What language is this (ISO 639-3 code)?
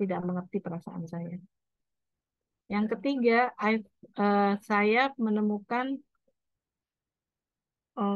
ind